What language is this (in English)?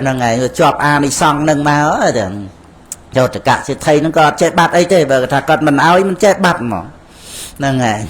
Khmer